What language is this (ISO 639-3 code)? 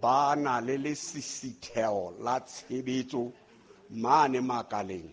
sot